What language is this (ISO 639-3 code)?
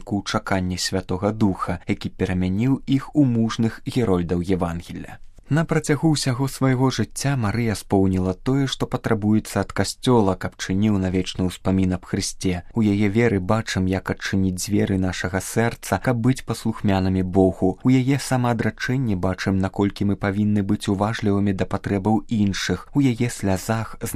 bel